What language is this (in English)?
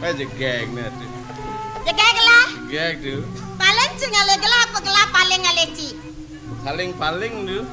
Balinese